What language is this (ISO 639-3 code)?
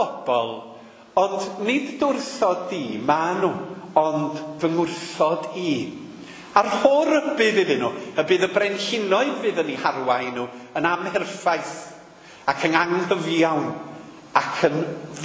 cym